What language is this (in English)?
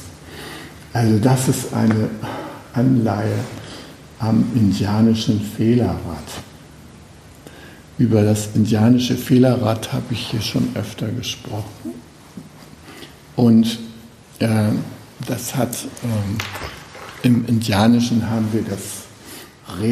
German